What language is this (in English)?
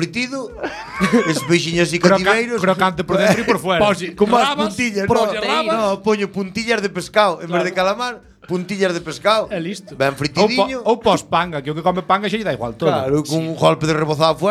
Galician